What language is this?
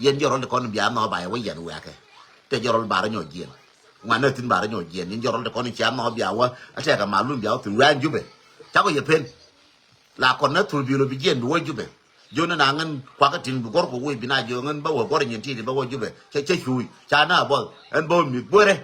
Nuer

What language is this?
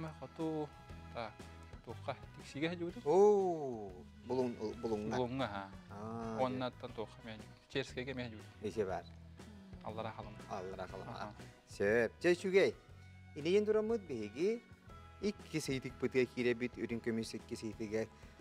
Yakut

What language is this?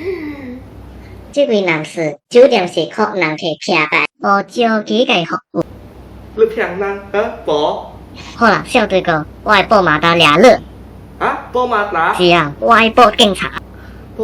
Min Nan Chinese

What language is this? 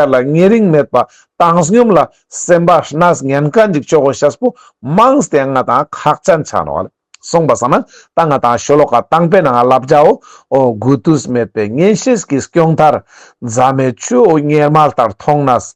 Ladakhi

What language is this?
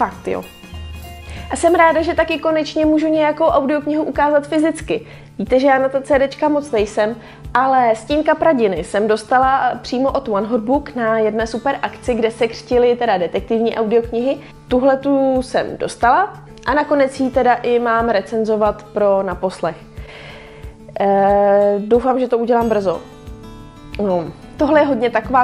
Czech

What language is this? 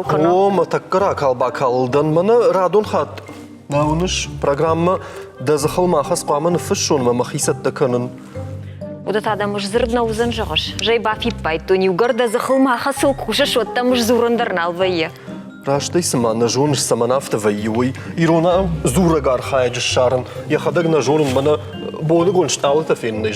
Ossetic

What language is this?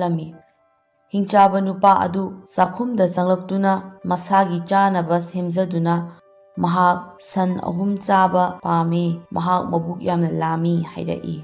Manipuri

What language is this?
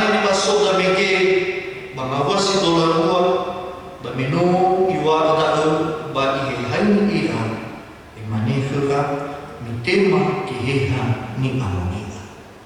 Nias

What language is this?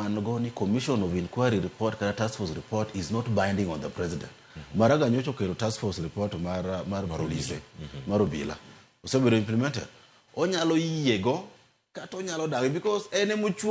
Luo (Kenya and Tanzania)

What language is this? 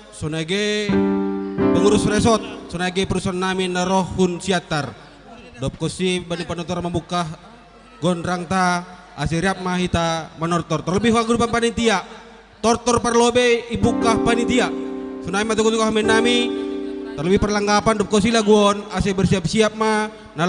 Batak Simalungun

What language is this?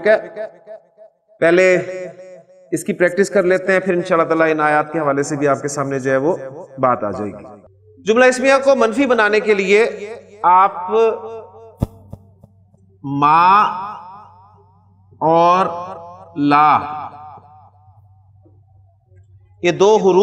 Urdu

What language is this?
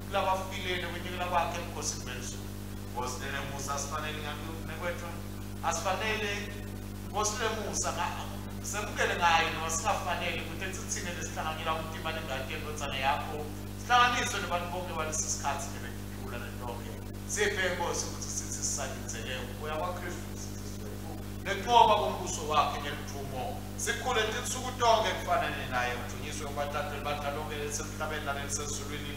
Swati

